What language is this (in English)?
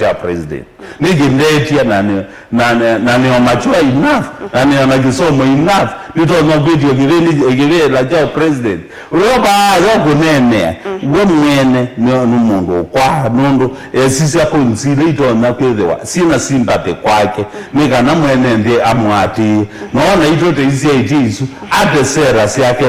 Kamba